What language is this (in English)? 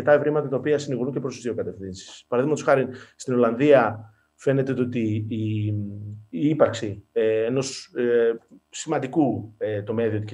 Greek